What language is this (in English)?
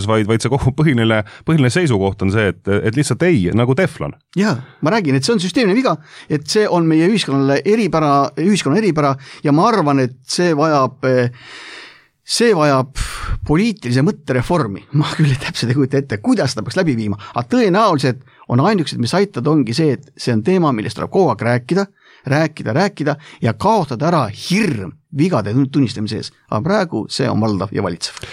Estonian